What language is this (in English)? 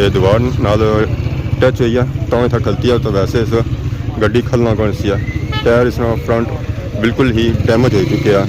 Pahari-Potwari